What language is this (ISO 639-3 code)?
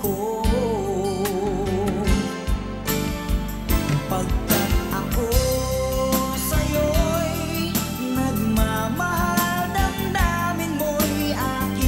fil